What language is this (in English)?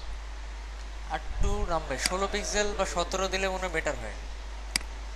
Bangla